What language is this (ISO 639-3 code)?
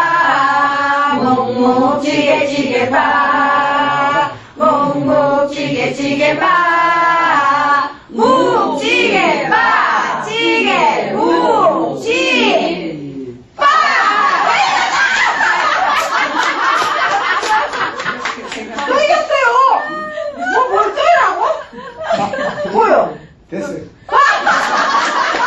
kor